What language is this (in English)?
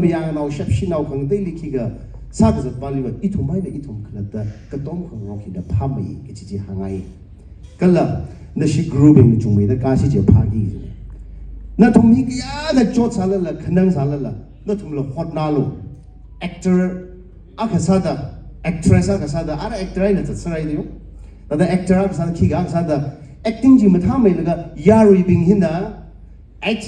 Tangkhul Naga (India)